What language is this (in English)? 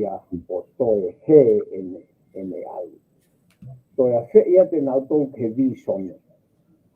Tongan